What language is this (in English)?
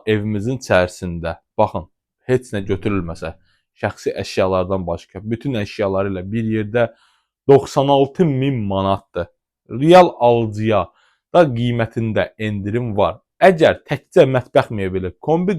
Azerbaijani